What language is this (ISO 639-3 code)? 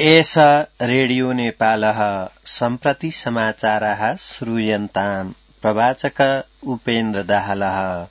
san